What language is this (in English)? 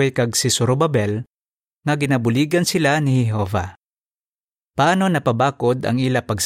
Hiligaynon